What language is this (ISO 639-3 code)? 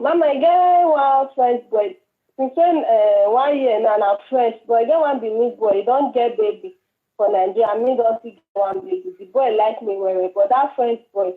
pcm